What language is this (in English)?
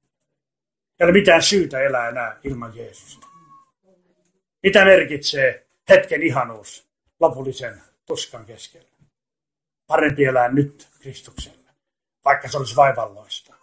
Finnish